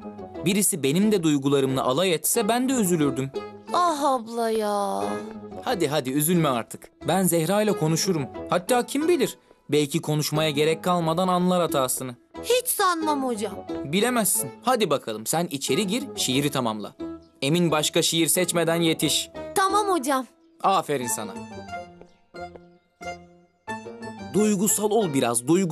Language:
Turkish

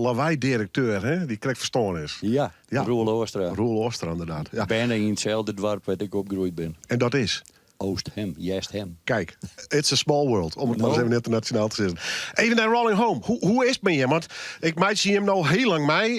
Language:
Western Frisian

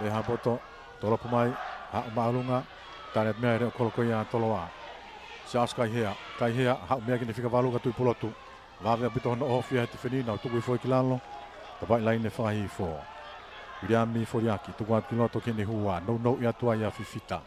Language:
Tongan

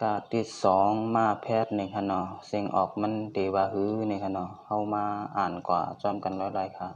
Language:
Shan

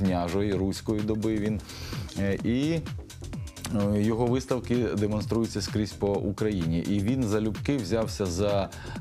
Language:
Ukrainian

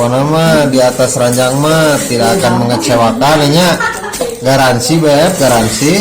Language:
Sundanese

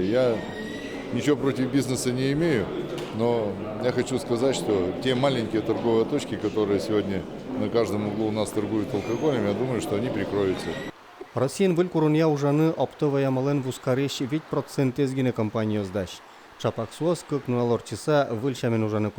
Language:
Udmurt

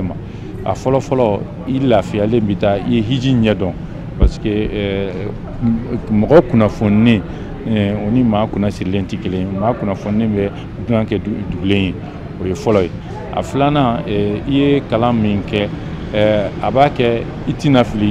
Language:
Bambara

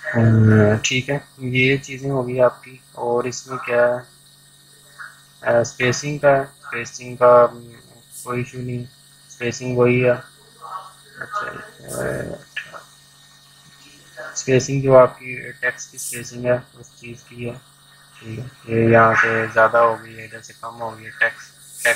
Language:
Hindi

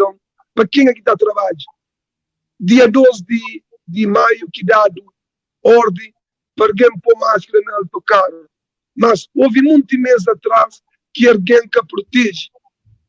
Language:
Kabuverdianu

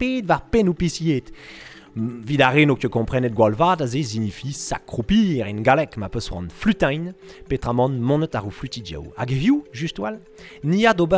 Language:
Breton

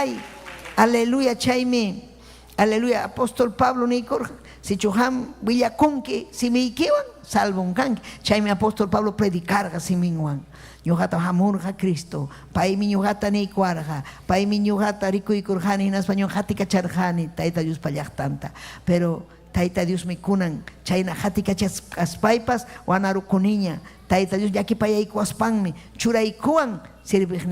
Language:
Ayacucho Quechua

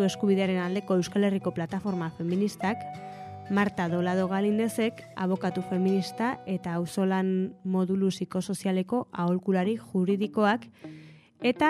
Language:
Basque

